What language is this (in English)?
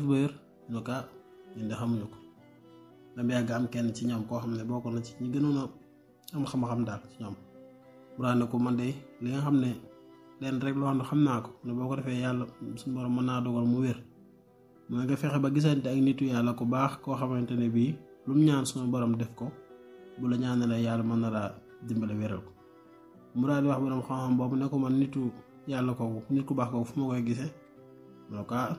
Wolof